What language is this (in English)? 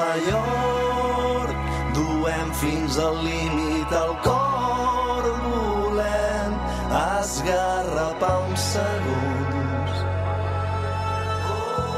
Catalan